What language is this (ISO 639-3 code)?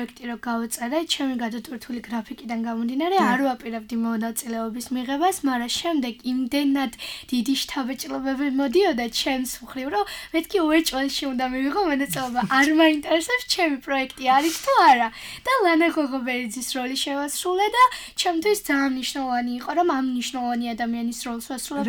kat